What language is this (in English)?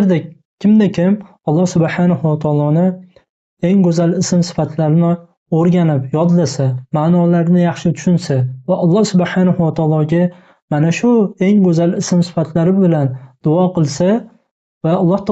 Uzbek